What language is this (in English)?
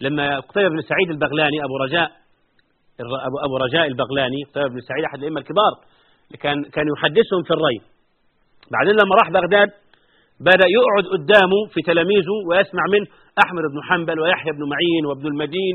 Arabic